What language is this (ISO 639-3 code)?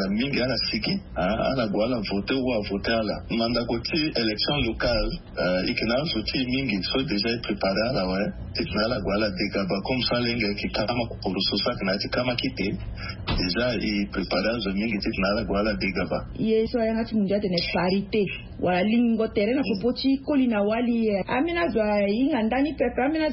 sag